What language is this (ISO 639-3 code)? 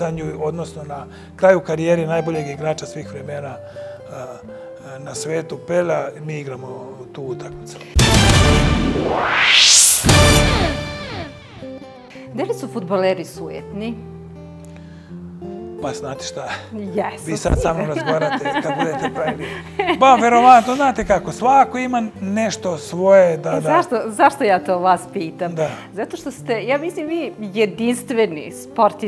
srp